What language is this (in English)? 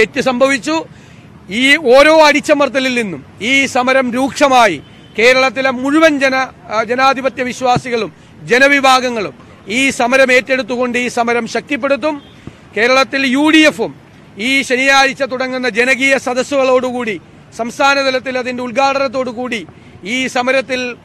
Malayalam